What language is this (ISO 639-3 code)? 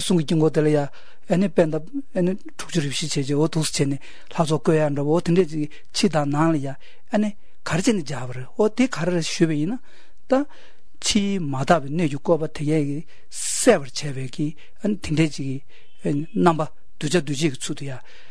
lav